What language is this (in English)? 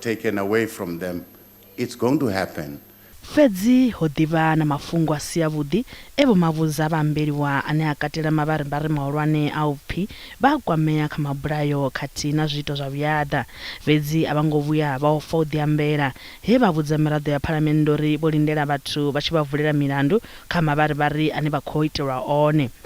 Venda